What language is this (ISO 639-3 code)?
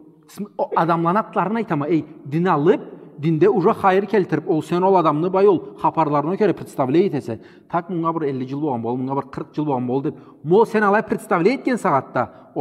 krc